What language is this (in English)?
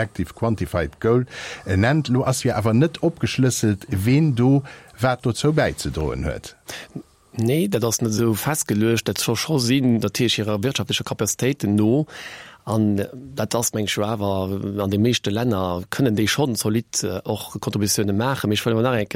Luxembourgish